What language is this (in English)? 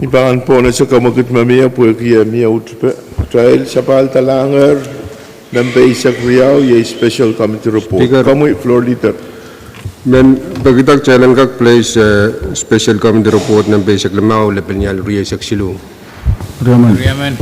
Pohnpeian